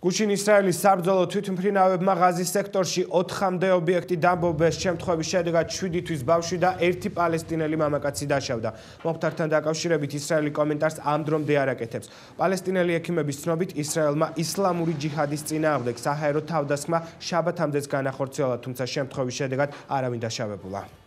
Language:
Georgian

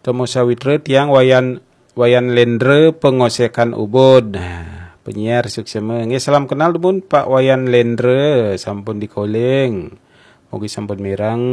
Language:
Balinese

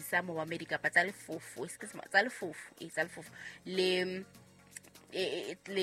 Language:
Southern Sotho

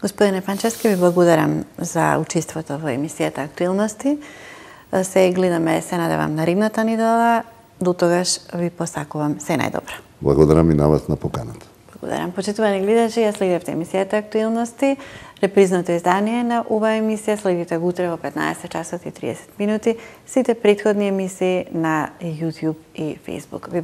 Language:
Macedonian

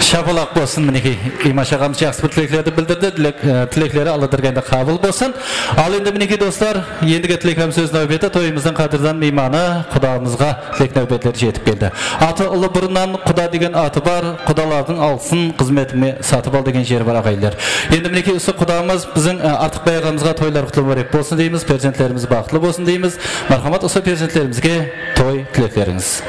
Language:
Kara-Kalpak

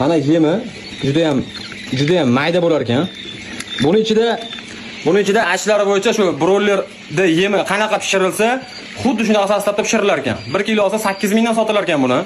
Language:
Uzbek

